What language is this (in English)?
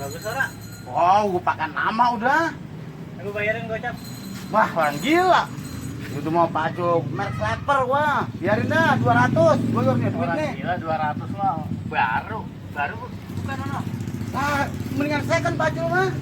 Betawi